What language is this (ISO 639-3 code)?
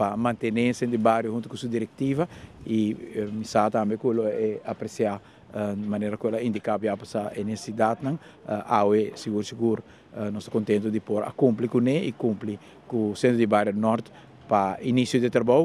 pap